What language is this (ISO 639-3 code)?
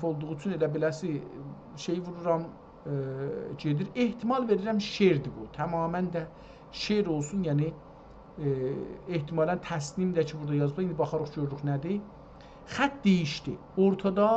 azb